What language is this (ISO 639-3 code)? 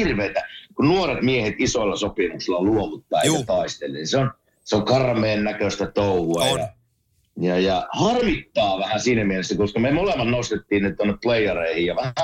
fin